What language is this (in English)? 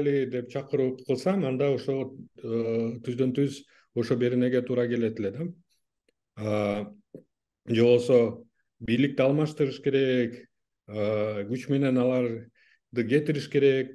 Kyrgyz